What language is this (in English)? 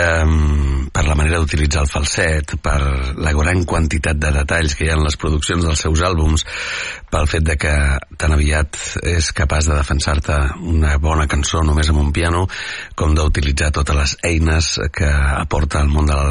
Catalan